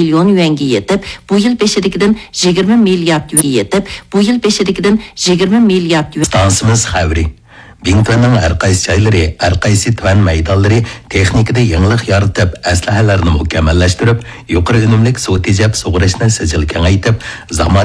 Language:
Uyghur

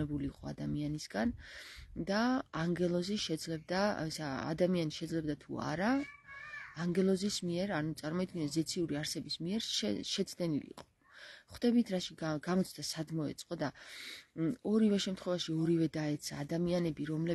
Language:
Georgian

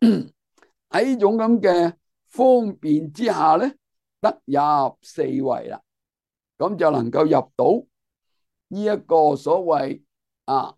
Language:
Cantonese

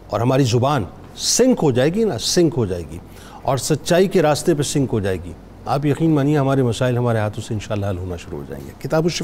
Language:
Urdu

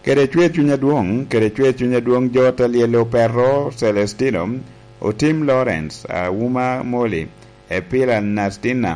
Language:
Lango (Uganda)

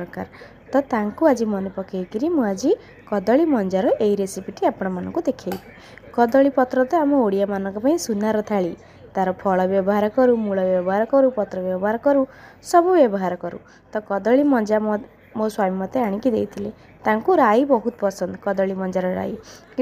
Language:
Odia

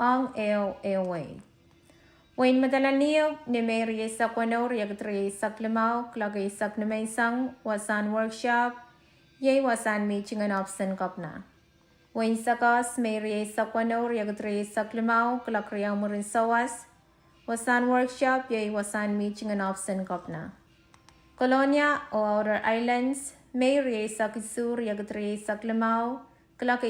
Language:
Pohnpeian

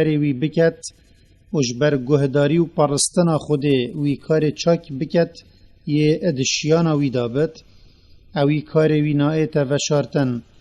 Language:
Kurdish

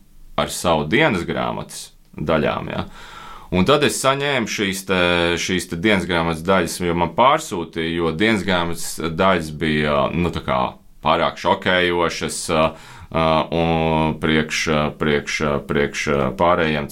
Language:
Latvian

